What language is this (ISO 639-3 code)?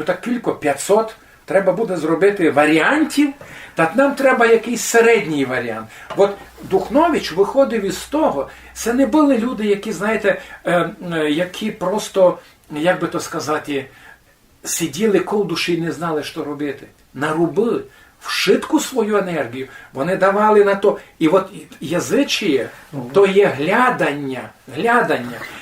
rue